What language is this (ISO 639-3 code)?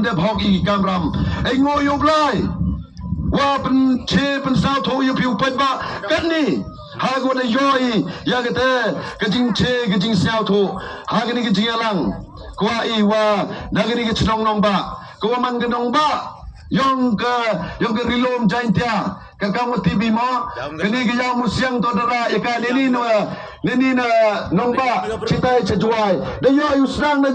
kha